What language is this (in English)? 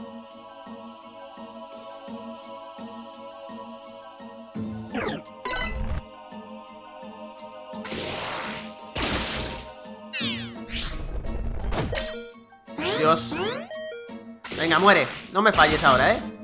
Spanish